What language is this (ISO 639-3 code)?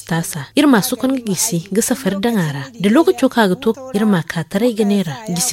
dje